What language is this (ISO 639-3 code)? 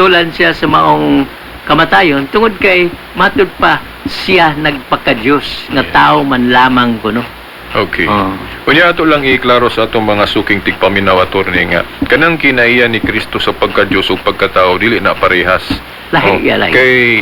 ceb